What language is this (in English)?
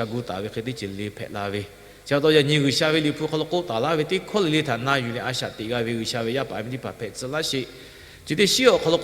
Lahu